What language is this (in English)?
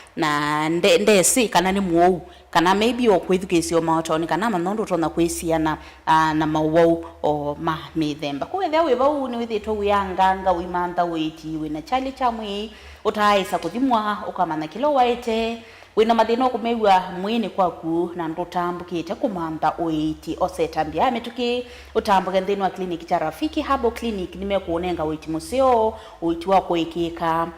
Kamba